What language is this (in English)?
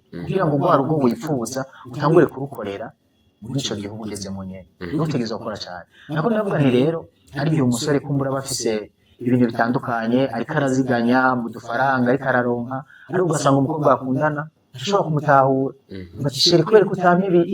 Rundi